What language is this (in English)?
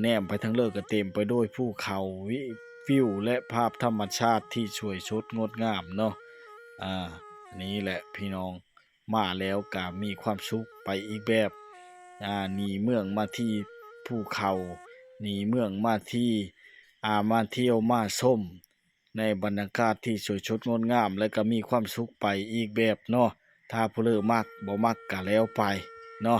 Lao